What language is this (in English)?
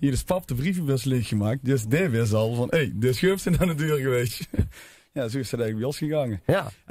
Limburgish